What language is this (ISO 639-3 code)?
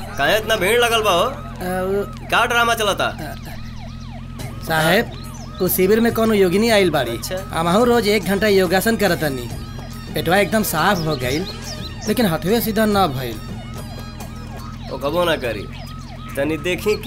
bho